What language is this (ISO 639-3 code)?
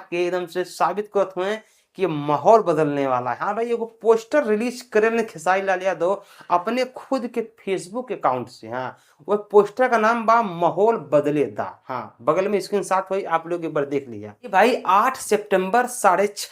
bho